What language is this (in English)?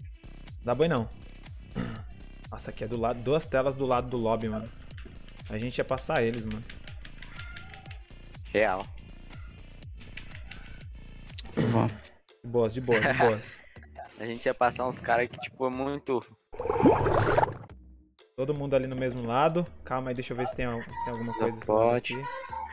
Portuguese